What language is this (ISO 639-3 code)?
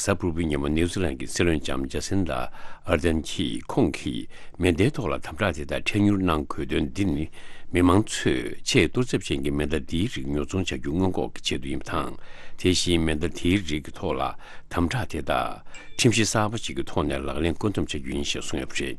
bod